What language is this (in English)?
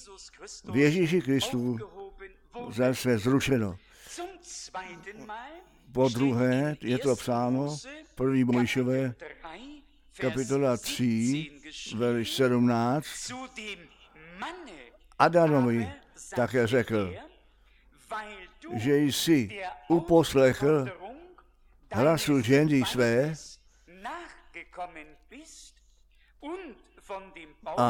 Czech